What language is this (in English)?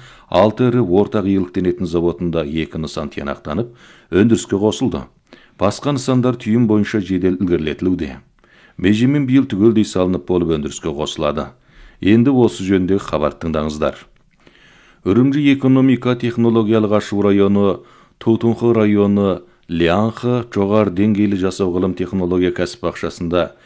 Kazakh